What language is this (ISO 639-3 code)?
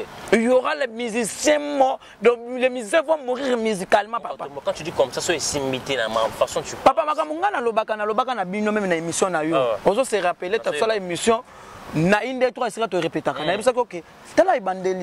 lin